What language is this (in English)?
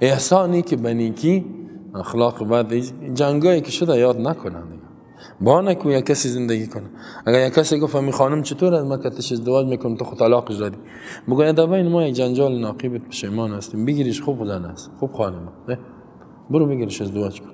Persian